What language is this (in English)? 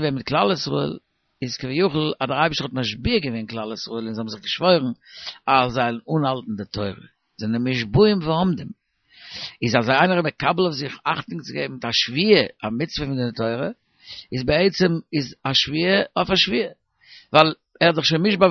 Yiddish